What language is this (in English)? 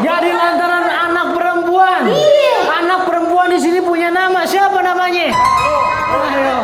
Betawi